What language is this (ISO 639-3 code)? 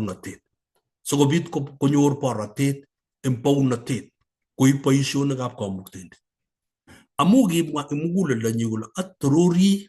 kln